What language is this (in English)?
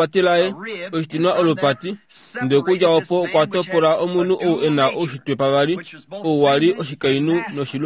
Kuanyama